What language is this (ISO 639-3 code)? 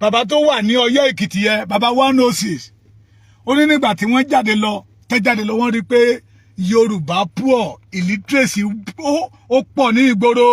yor